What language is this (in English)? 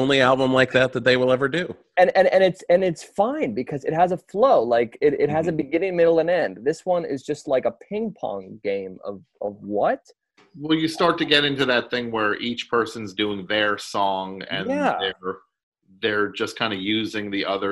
English